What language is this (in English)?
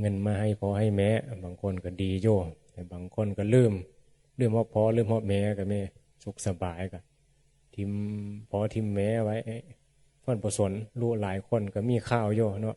Northeastern Thai